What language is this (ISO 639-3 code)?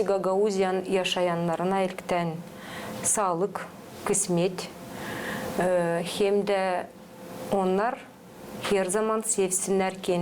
gag